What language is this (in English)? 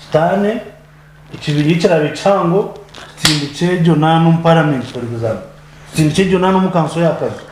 Nyankole